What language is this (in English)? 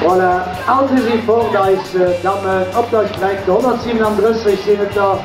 Luxembourgish